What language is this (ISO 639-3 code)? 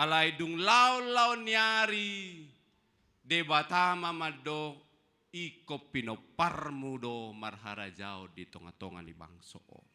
bbc